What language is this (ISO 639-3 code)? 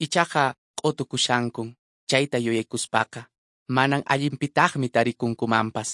que